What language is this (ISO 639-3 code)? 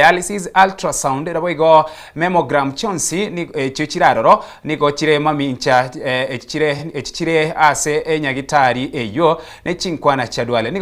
guz